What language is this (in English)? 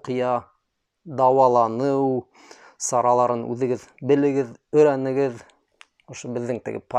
Bashkir